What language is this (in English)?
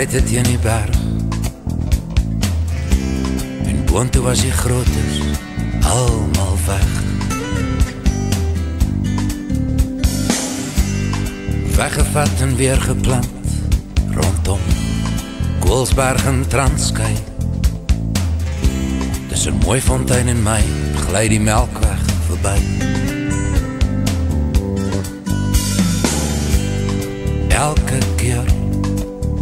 Afrikaans